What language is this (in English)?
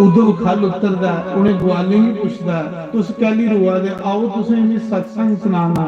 Dogri